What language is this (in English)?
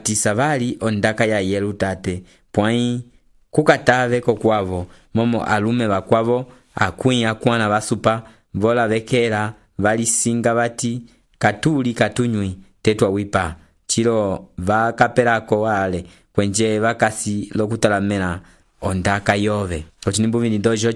Umbundu